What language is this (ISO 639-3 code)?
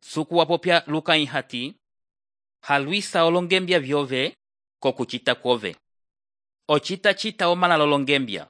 umb